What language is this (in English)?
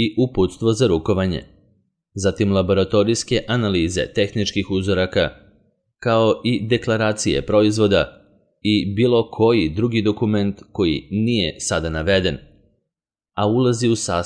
Serbian